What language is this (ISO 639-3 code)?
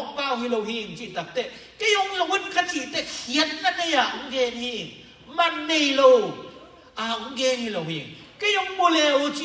ctd